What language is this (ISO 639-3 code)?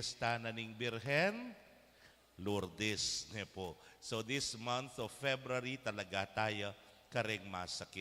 pam